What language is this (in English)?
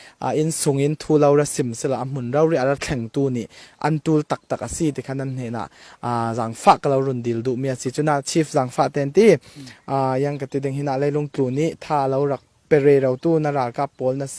Falam Chin